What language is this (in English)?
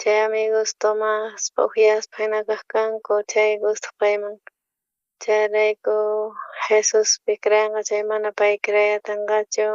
South Bolivian Quechua